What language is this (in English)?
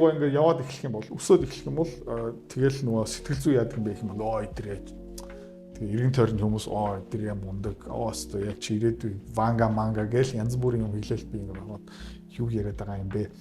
Mongolian